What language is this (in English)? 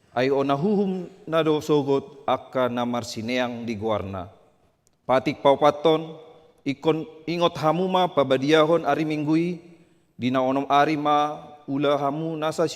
Batak Toba